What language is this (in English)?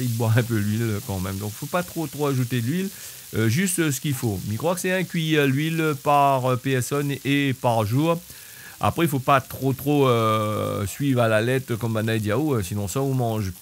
Réunion Creole French